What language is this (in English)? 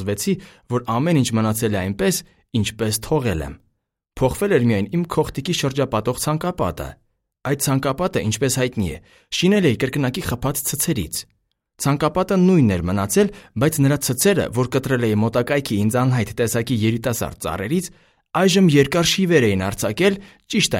Armenian